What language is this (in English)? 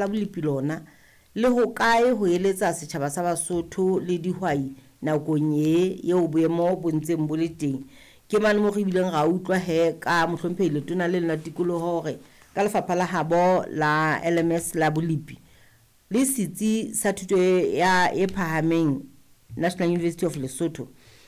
Southern Sotho